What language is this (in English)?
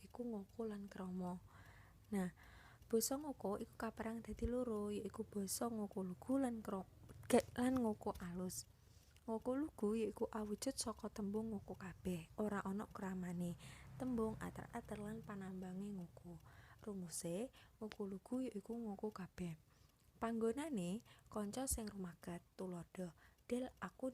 Javanese